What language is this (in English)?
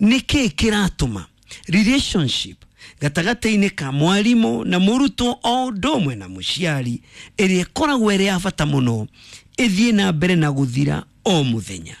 Kikuyu